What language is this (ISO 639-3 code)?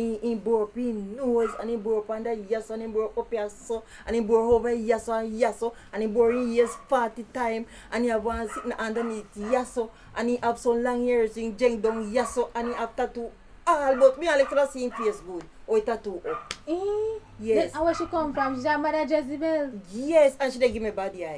jam